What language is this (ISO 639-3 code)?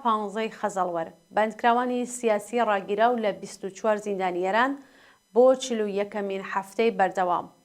ckb